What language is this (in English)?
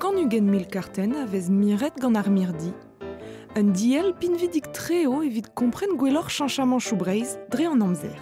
Breton